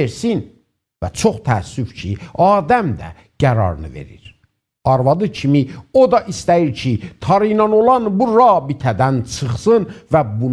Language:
South Azerbaijani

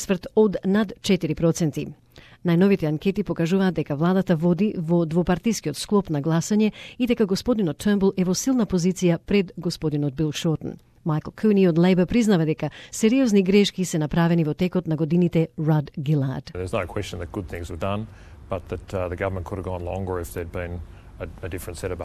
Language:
Macedonian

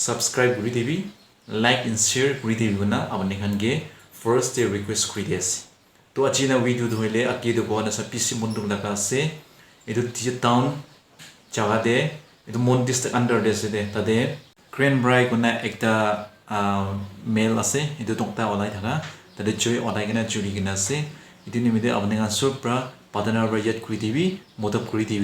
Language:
Naga Pidgin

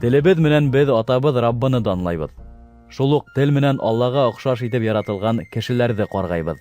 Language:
Bashkir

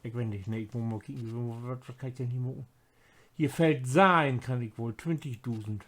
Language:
Low German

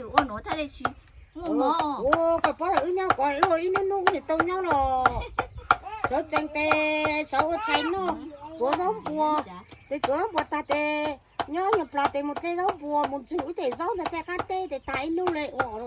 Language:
Hmong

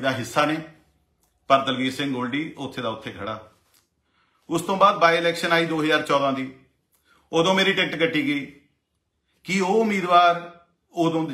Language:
Punjabi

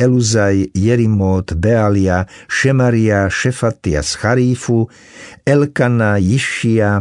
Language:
Slovak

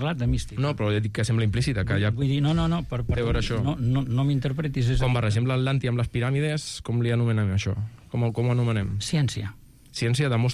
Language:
Catalan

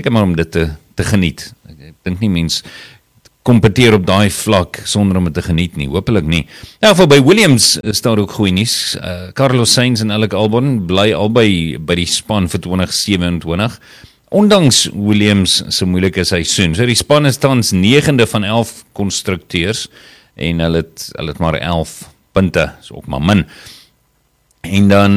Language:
Afrikaans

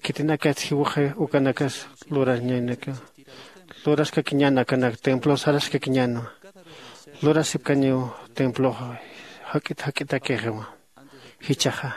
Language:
Aymara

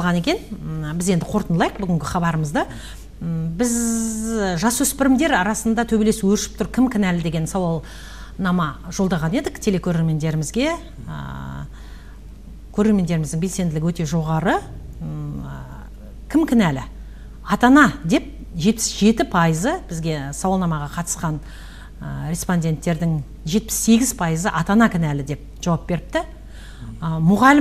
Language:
Kazakh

